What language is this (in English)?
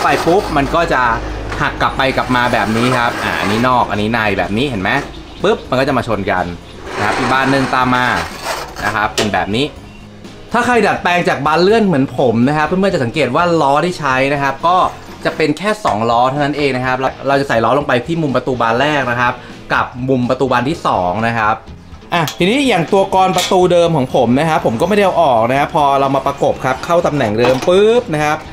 Thai